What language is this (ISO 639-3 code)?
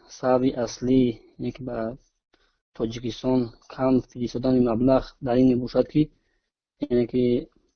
tgk